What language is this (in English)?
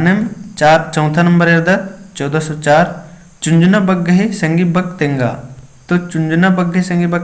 Kurukh